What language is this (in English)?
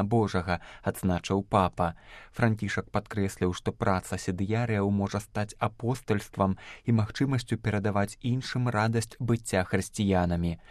Belarusian